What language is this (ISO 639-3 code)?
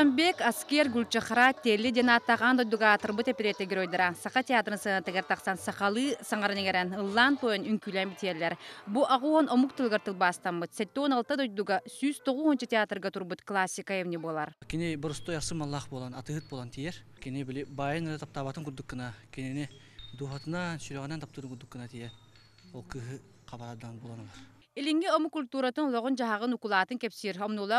sah